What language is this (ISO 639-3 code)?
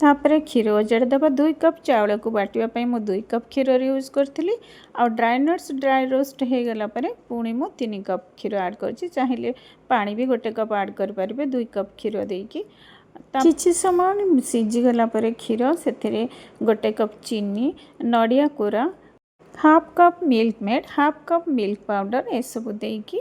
ori